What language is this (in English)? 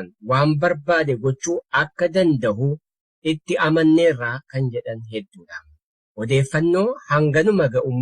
Oromo